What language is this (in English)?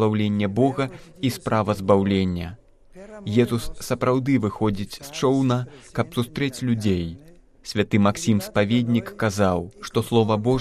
Belarusian